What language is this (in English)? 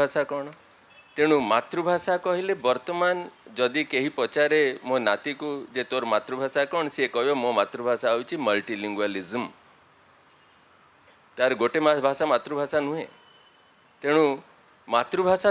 Odia